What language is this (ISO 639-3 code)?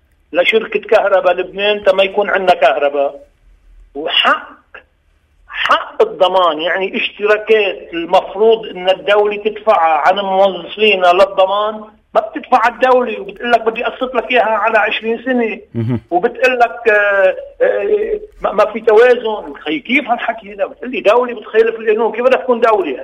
apc